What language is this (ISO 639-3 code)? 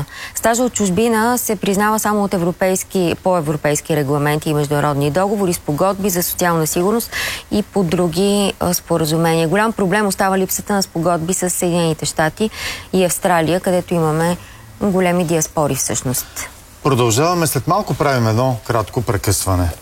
bul